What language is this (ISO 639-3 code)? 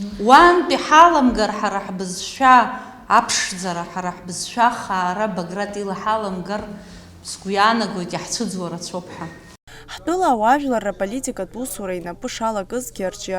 abk